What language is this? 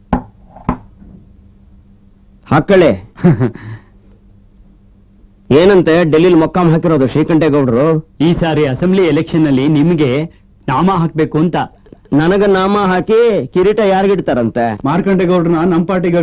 Kannada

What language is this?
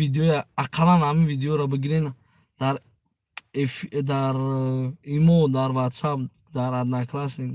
Tajik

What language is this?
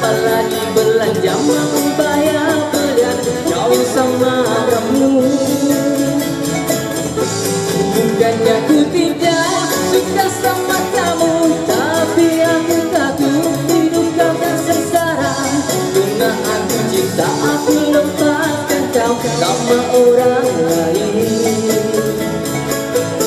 Malay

